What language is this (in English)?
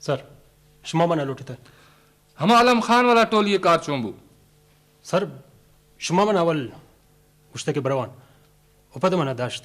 Eastern Balochi